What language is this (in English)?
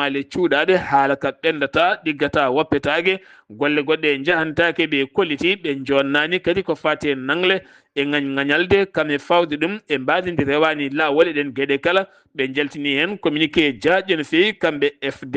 Fula